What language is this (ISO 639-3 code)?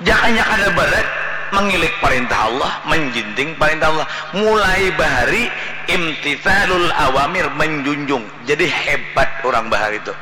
bjn